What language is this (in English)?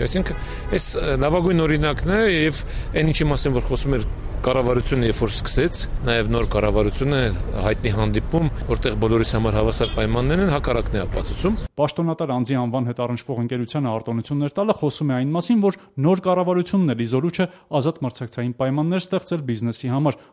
Armenian